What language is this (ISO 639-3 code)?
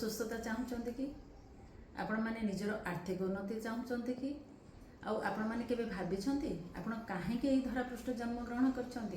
ori